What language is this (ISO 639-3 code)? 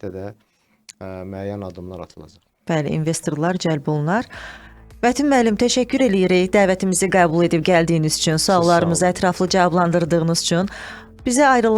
aze